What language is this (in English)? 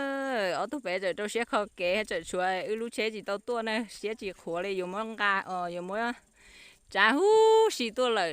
Hmong